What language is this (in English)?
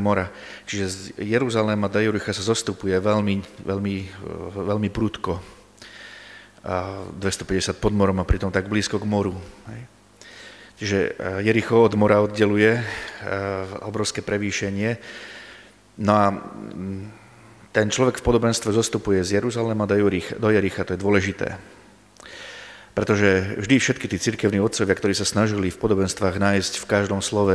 Slovak